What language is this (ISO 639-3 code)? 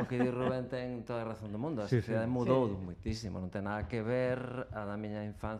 glg